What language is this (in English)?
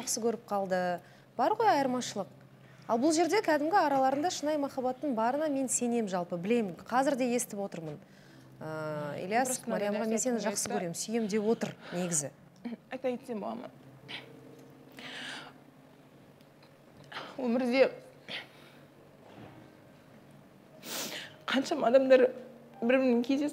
Kazakh